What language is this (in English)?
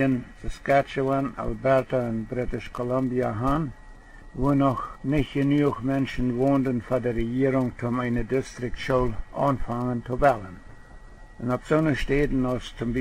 Plautdietsch